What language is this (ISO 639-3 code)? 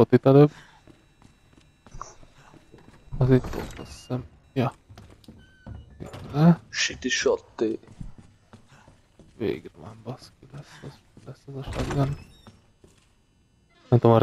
hun